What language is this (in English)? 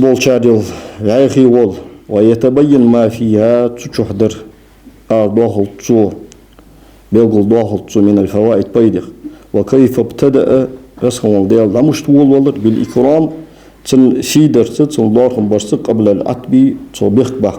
Ingush